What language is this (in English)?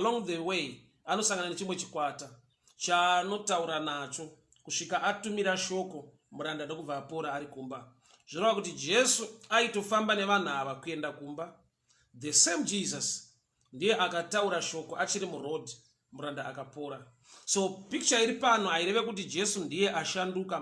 Shona